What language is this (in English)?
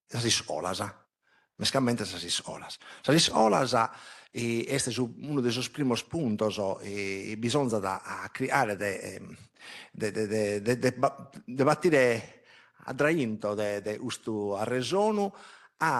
Sardinian